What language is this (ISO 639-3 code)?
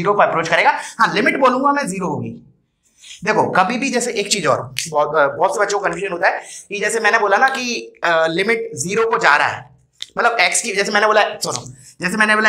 hin